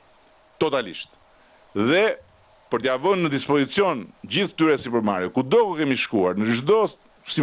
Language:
Albanian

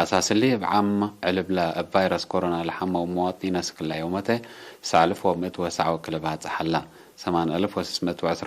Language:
Tigre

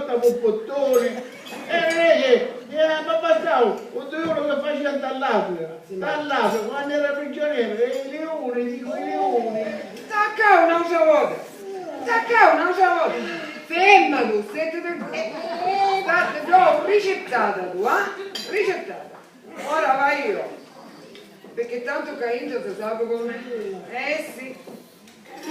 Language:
Sicilian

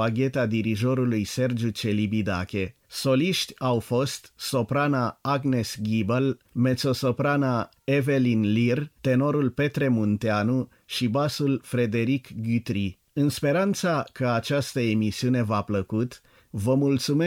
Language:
Romanian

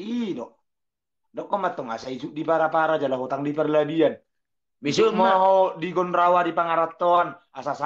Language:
Batak Toba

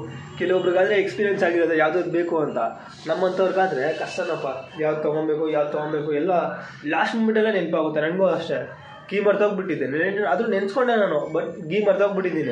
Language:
Kannada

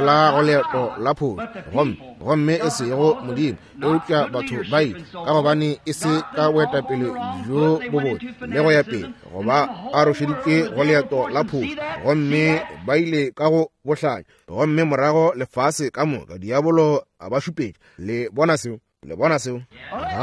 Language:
Northern Sotho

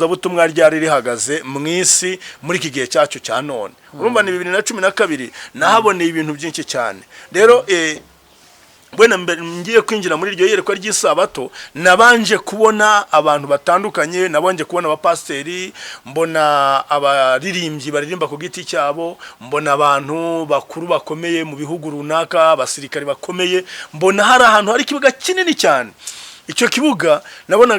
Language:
Kinyarwanda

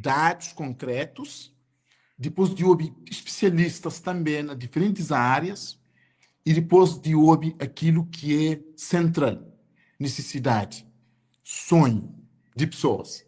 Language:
Kabuverdianu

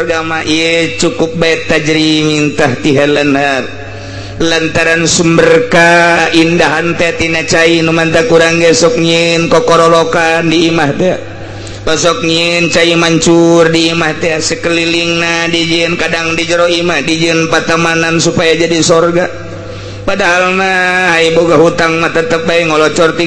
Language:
Sundanese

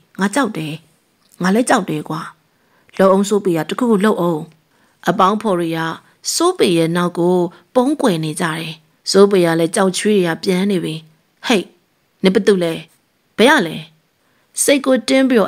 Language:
Burmese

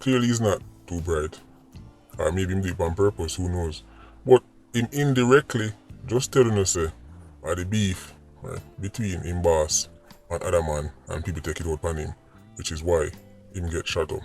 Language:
Jamaican Creole English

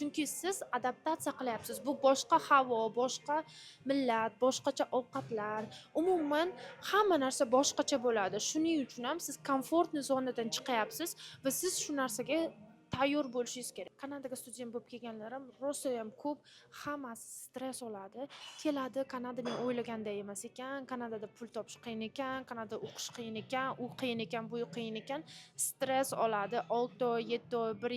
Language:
Uzbek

